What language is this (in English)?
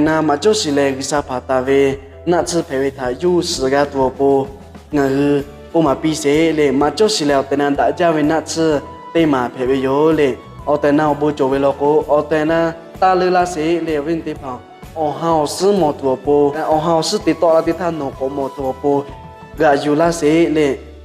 Lahu